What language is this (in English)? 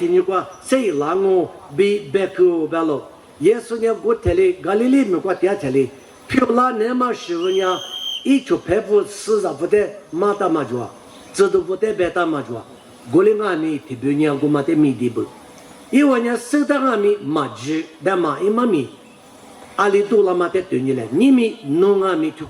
Lisu